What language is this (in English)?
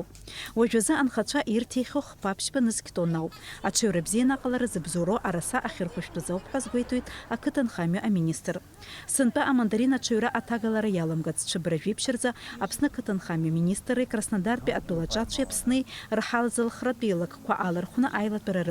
Abkhazian